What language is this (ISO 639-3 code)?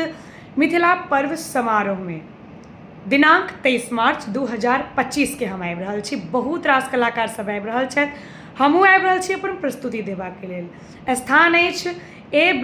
mai